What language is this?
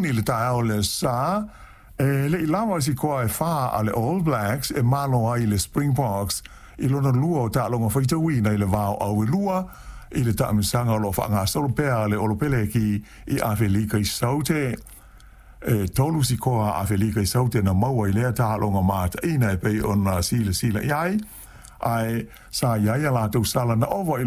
Samoan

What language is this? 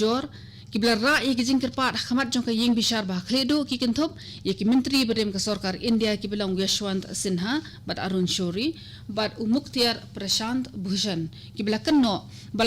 Khasi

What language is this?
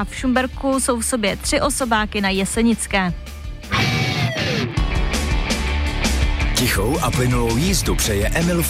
Czech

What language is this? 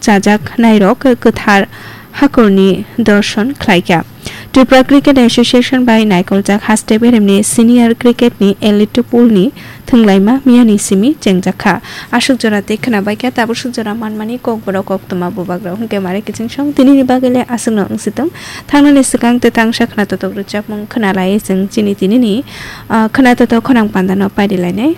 Kok Borok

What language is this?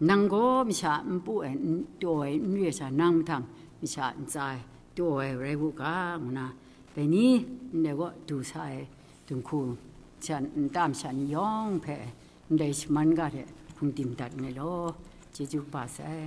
Kachin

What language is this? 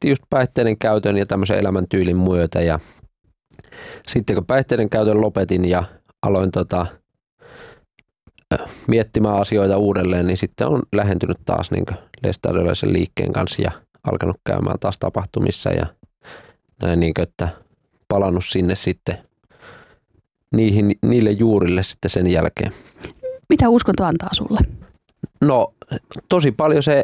Finnish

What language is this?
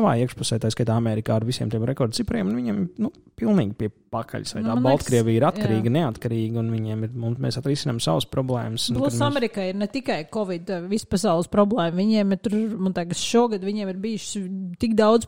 Latvian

